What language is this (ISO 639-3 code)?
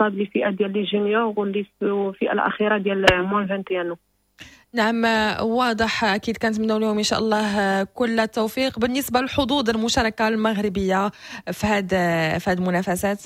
ary